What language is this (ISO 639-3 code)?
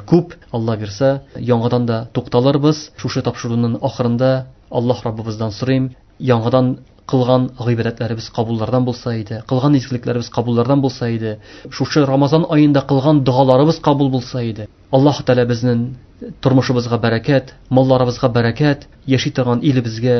tat